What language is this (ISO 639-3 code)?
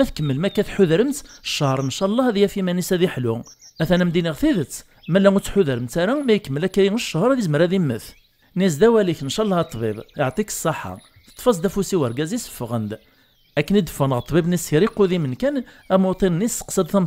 kab